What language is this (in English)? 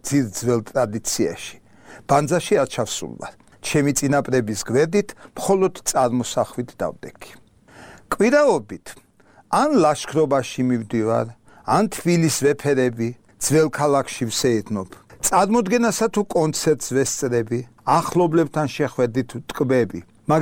Georgian